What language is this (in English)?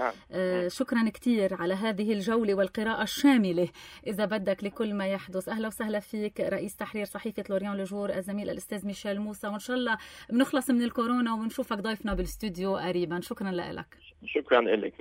North Levantine Arabic